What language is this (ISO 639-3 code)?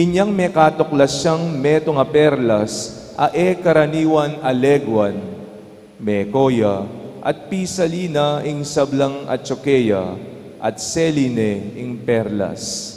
pam